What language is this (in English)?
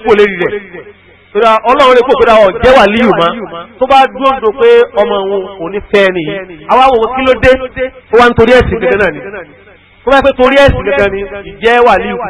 Yoruba